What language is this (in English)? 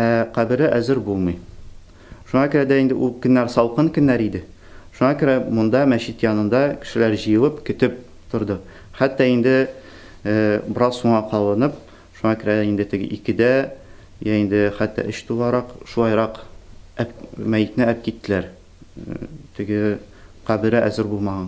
Tatar